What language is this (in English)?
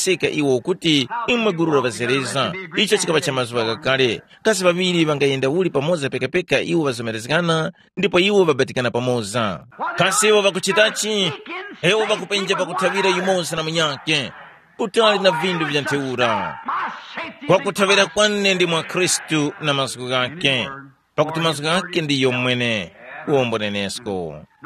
Tumbuka